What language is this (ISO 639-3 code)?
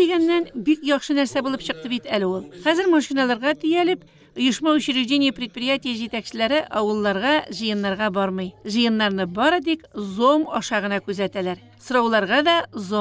tat